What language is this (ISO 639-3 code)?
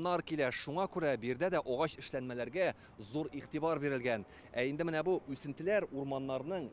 tat